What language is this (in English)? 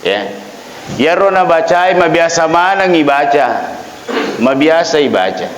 Buginese